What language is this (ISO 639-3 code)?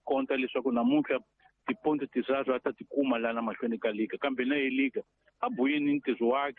tso